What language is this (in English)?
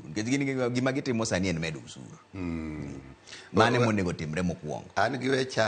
Luo (Kenya and Tanzania)